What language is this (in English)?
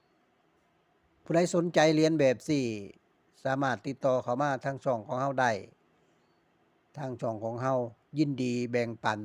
Lao